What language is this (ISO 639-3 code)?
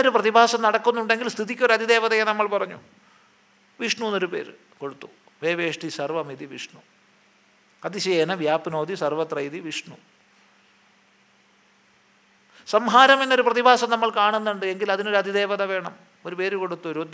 mal